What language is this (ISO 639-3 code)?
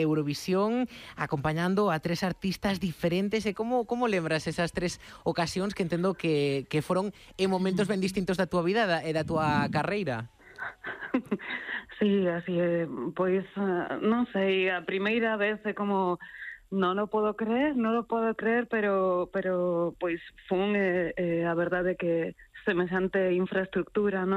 glg